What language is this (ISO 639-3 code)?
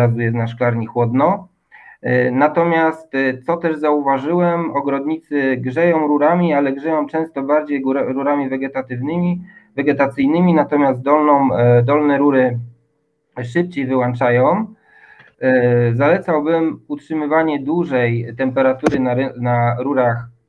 pol